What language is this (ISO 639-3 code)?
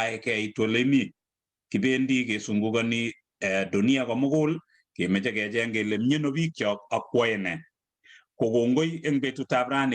kln